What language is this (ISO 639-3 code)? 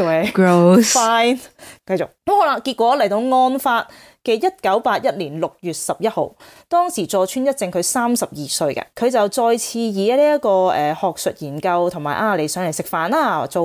yue